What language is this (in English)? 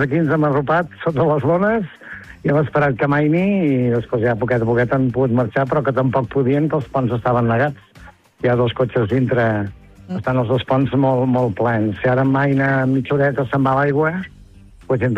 Catalan